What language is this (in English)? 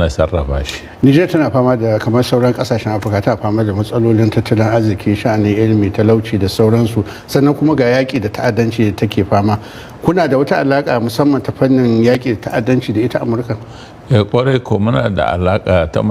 Hausa